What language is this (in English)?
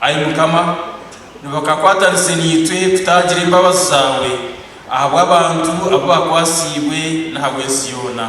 Nyankole